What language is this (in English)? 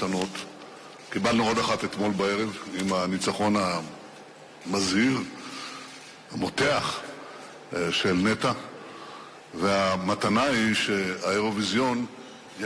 Hebrew